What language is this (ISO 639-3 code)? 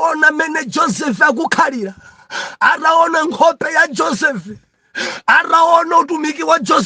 nya